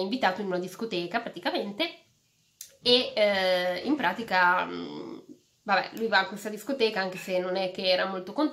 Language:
Italian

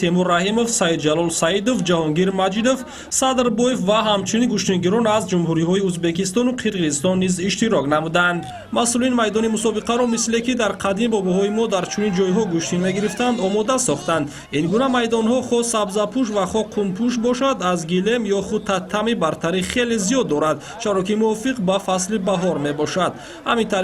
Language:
Tajik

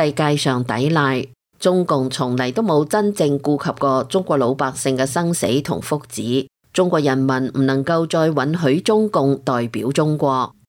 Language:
Cantonese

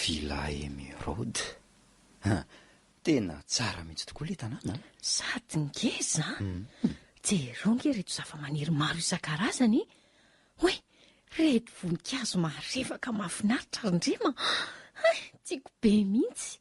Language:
Malagasy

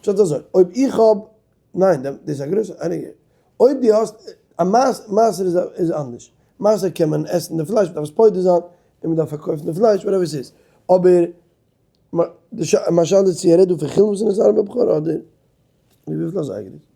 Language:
Yiddish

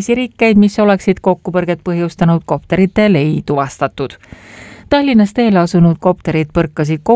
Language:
Estonian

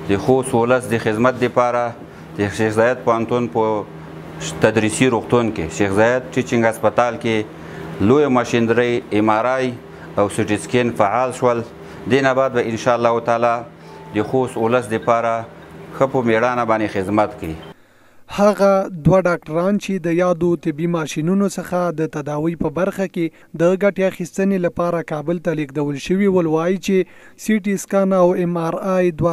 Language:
Pashto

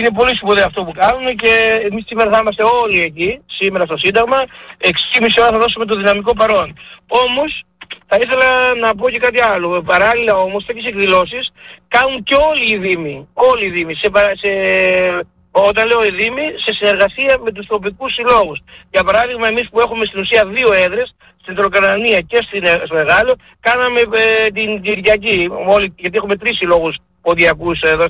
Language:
Greek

